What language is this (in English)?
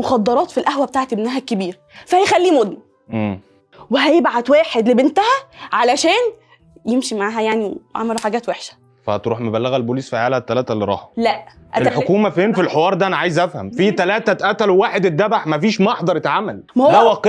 Egyptian Arabic